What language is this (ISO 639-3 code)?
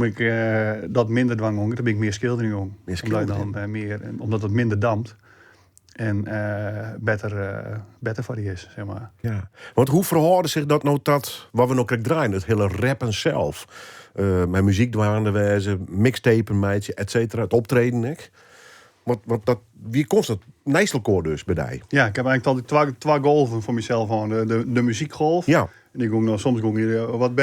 fry